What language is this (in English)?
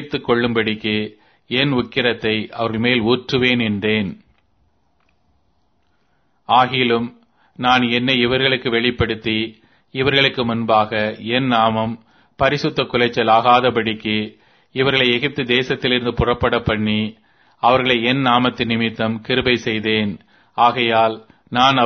Tamil